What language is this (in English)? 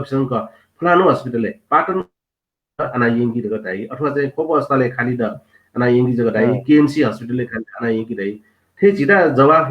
Newari